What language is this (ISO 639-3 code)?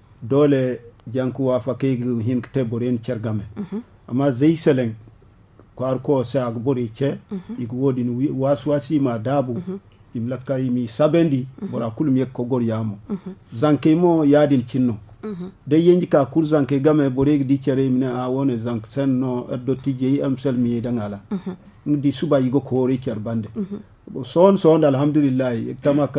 dje